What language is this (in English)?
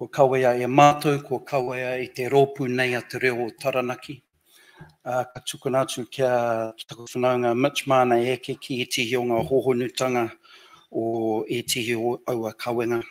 Māori